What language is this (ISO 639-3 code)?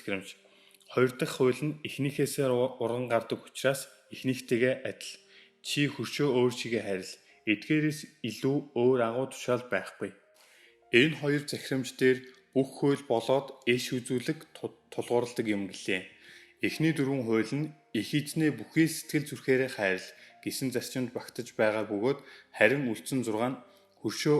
mon